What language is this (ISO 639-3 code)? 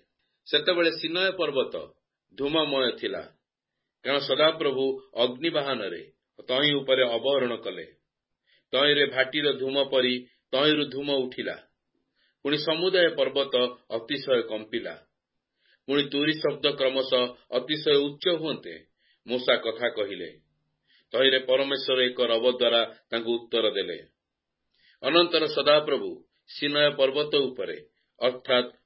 ori